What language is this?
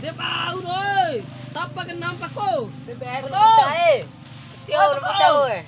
Bima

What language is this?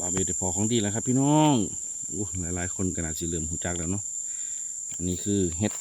Northeastern Thai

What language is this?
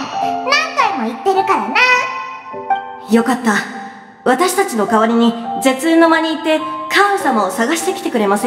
Japanese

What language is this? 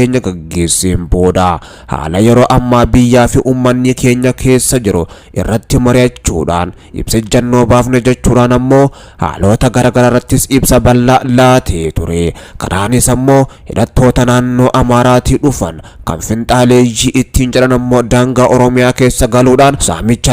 Oromo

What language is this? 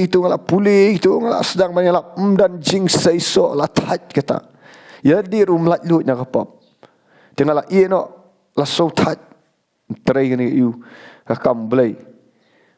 Khasi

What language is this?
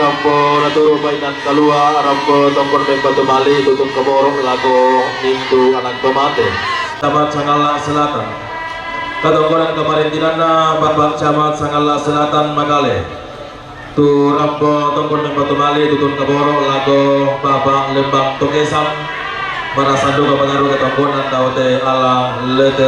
Toraja-Sa'dan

